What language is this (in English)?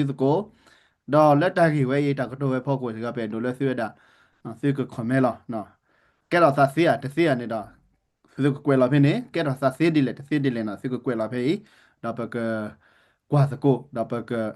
S'gaw Karen